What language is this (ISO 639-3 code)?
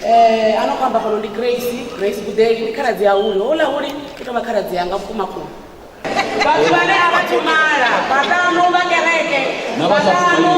ven